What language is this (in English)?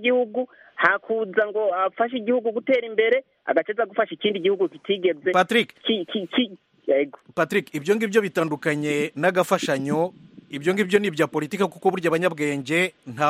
Kinyarwanda